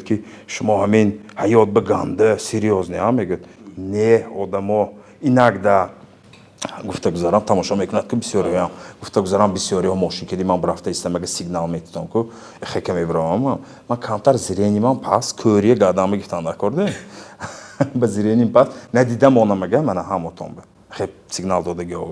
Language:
Tajik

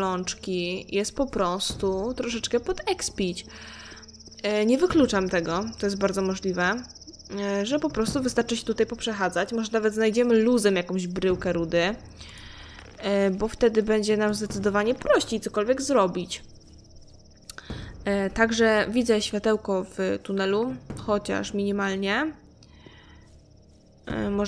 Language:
Polish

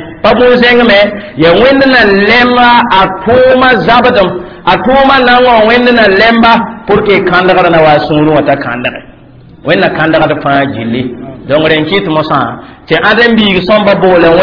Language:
Mossi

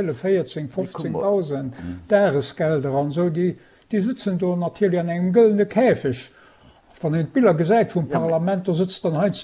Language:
Luxembourgish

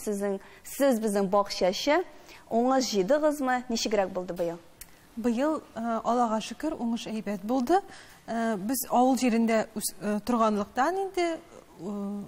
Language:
Tatar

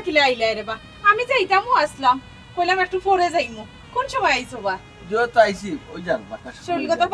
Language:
Sylheti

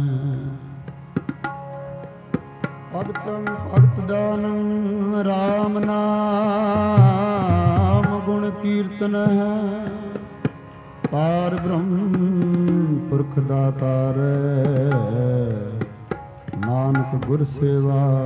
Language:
Punjabi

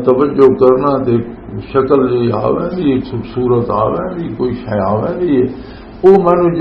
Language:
Western Panjabi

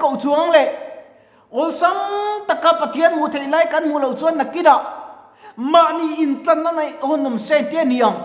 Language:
Mizo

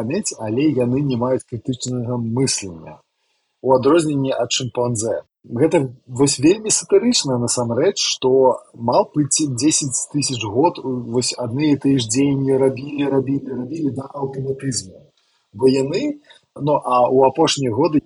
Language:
Belarusian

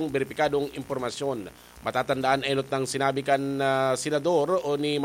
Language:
Bikol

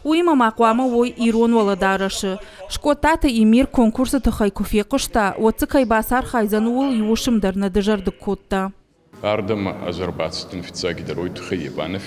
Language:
Ossetic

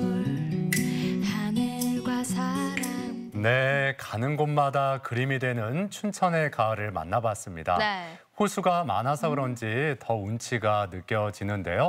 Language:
Korean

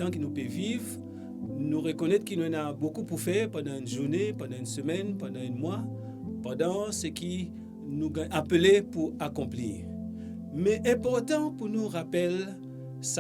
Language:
Morisyen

